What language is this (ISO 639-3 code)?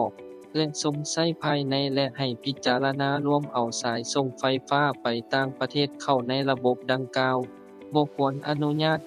lao